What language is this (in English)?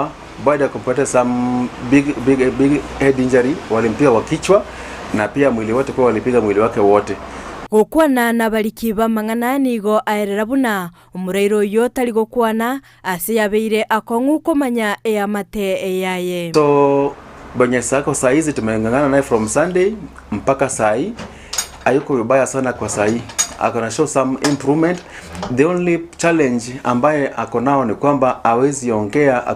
Gusii